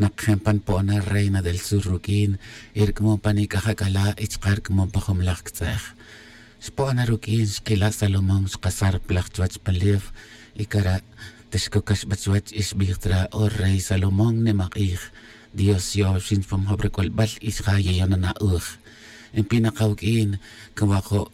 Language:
Tz'utujil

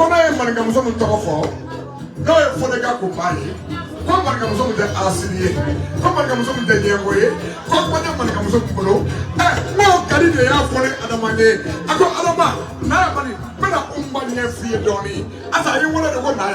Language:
Bambara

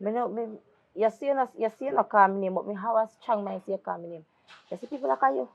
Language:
Jamaican Creole English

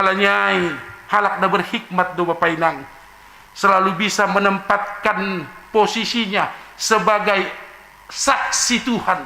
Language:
Batak Simalungun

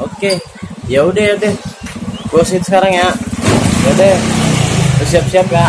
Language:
Betawi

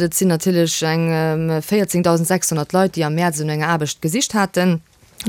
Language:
Luxembourgish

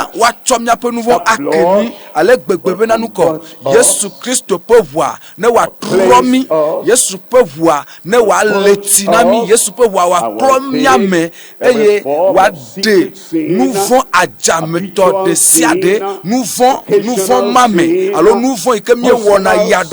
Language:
Ewe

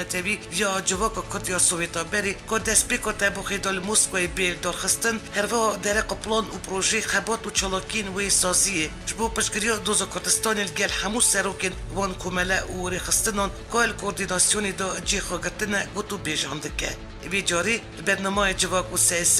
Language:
Kurdish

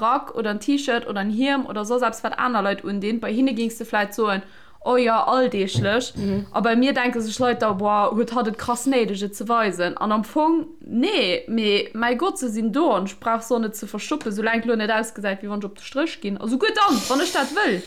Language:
Luxembourgish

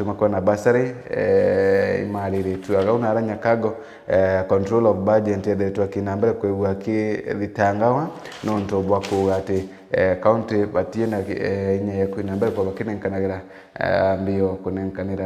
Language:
Meru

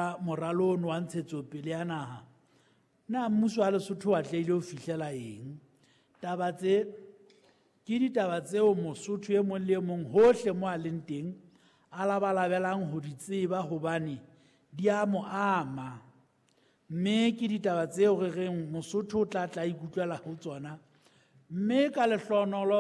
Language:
Southern Sotho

